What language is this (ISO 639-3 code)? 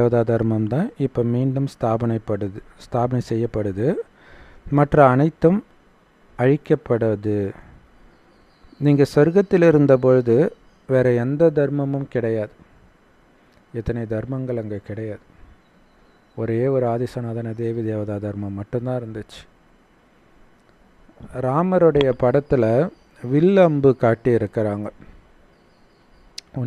tam